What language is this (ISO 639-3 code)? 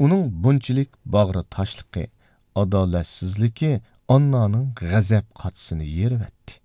uig